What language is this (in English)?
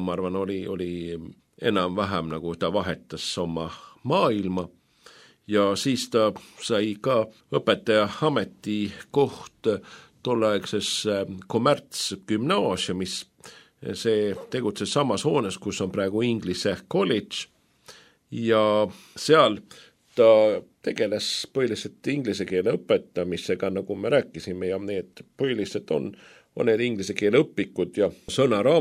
Estonian